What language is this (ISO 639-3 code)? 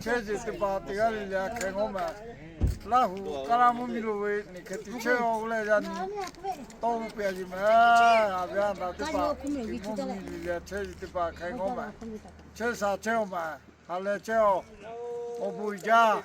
lhu